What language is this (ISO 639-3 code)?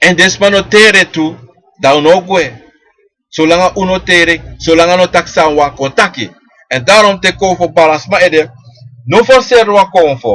srn